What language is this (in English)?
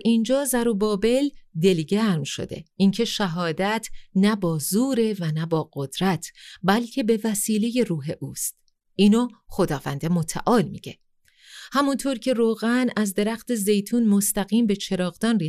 Persian